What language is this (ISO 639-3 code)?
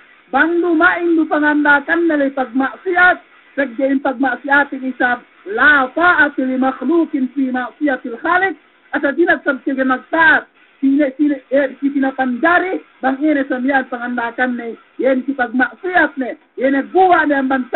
yka